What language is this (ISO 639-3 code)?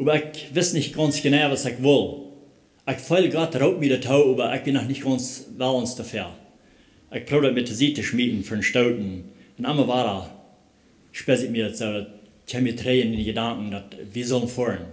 pdt